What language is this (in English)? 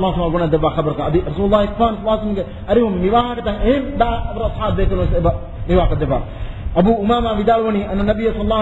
Divehi